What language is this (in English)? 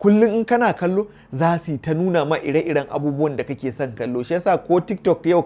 Hausa